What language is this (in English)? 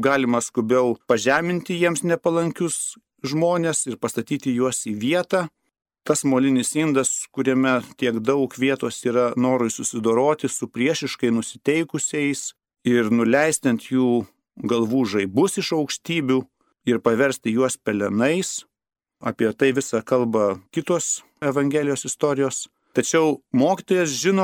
Lithuanian